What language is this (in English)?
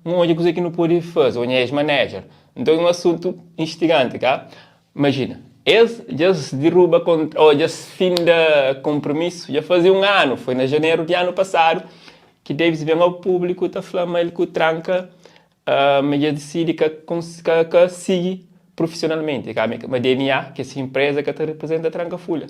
Kabuverdianu